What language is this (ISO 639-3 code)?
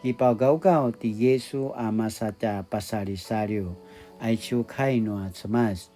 pwn